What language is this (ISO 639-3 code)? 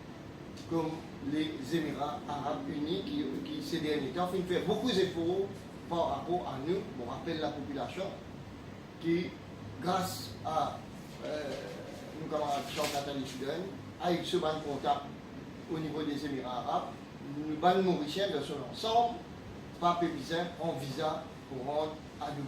mfe